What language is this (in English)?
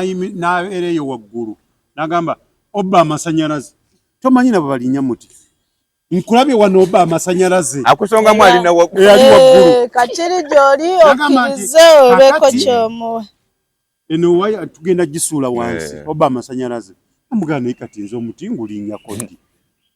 Ganda